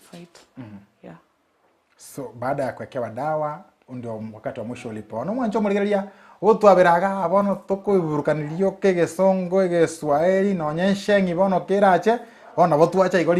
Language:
Gusii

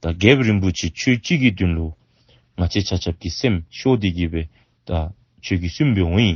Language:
Dzongkha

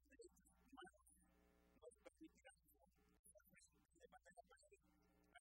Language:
Spanish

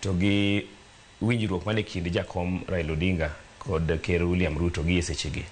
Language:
Luo (Kenya and Tanzania)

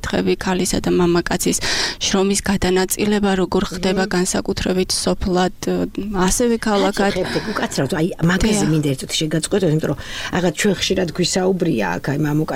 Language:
Georgian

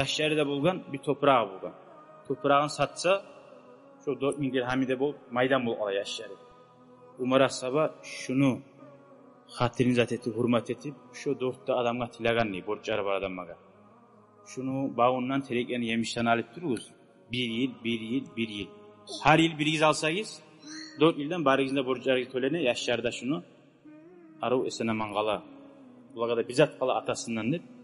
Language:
Kumyk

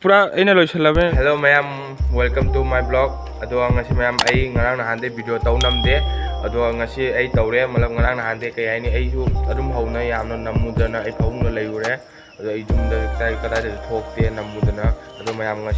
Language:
Manipuri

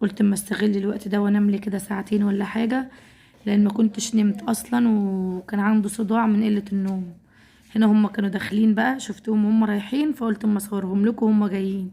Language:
Egyptian Arabic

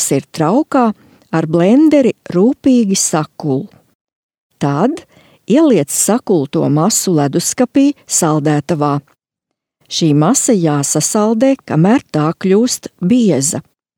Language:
Latvian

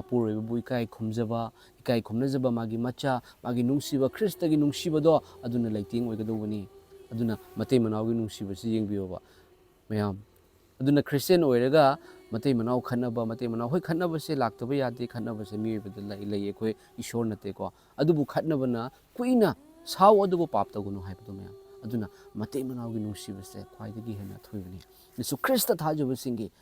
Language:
Manipuri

